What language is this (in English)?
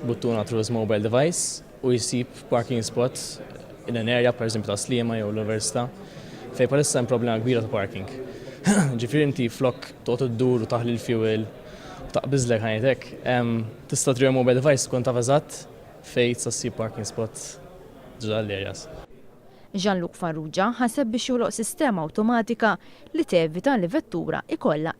Maltese